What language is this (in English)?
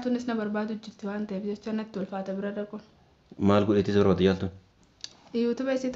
Oromo